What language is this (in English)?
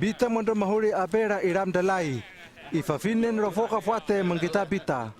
Hano